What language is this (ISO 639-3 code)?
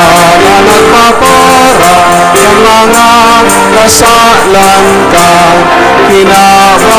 bik